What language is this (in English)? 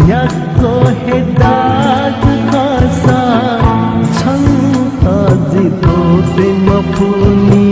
Newari